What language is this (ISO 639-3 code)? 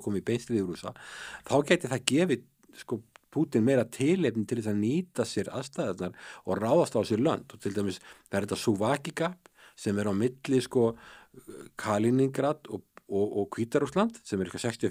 isl